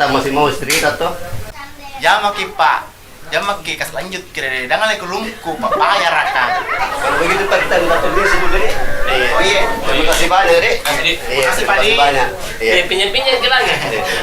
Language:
Makassar Malay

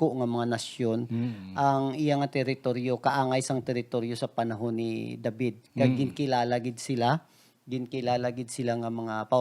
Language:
Hiligaynon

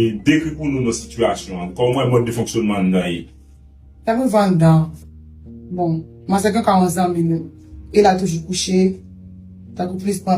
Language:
Haitian Creole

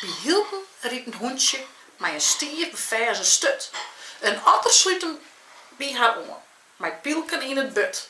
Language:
Western Frisian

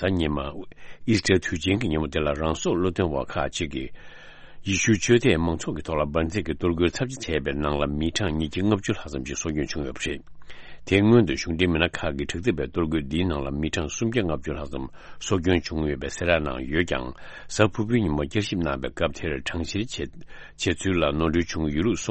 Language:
Tibetan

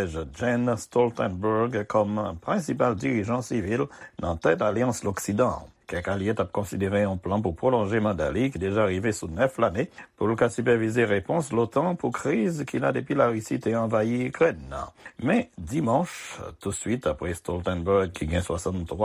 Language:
Haitian Creole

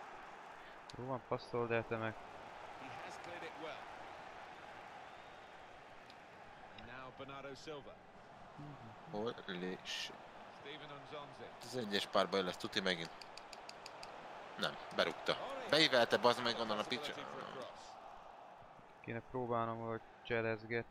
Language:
Hungarian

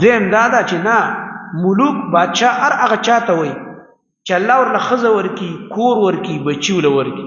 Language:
Pashto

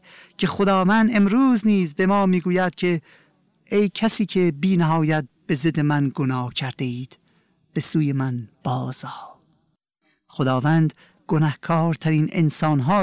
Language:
Persian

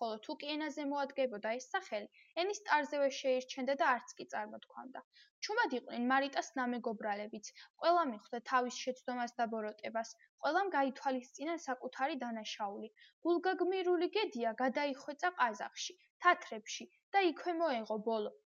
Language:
Georgian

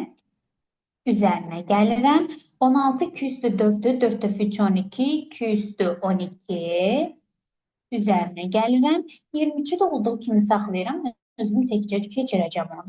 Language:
Azerbaijani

